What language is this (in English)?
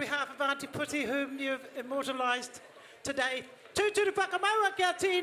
Māori